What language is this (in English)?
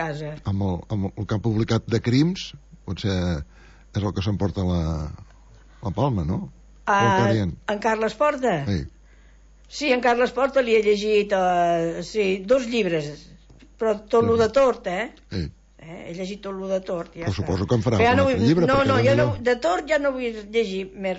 Catalan